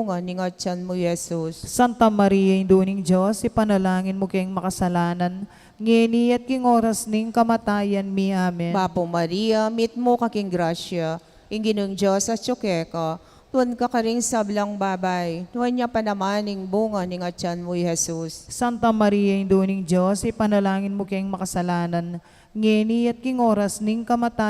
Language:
Pampanga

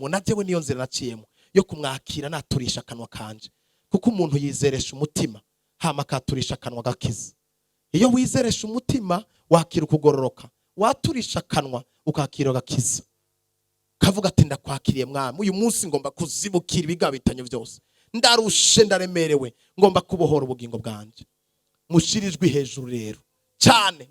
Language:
Rundi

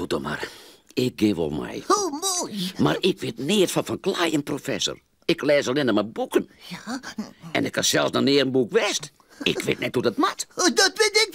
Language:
Western Frisian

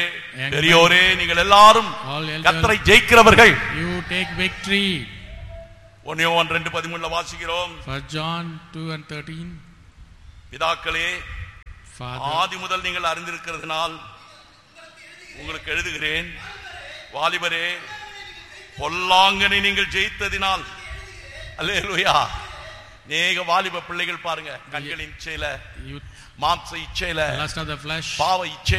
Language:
Tamil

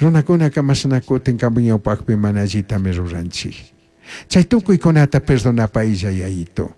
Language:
Chimborazo Highland Quichua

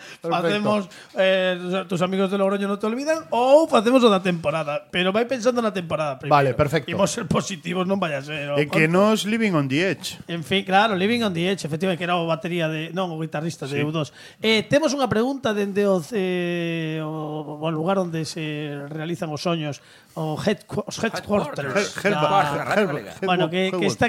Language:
Galician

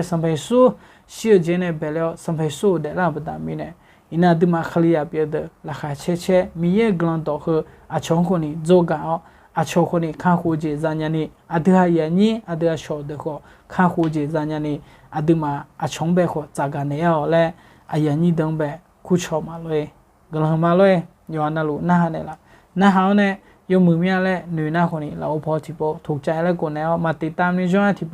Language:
Akha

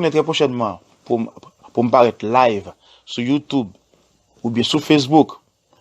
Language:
Haitian Creole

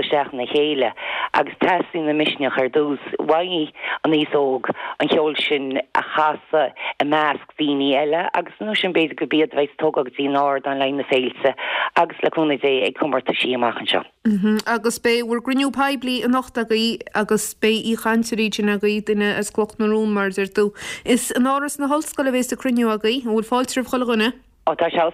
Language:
Irish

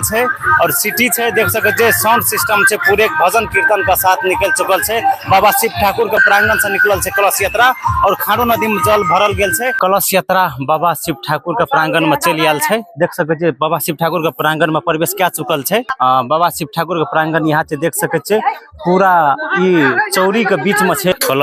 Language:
Maithili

